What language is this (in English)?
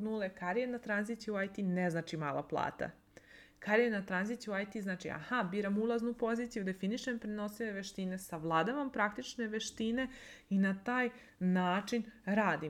Serbian